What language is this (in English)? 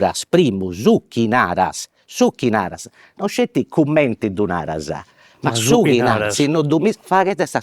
Sardinian